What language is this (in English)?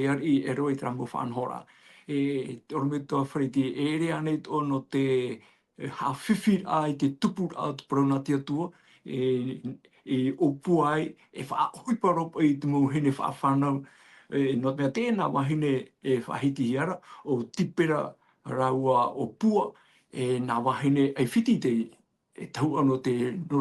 Tahitian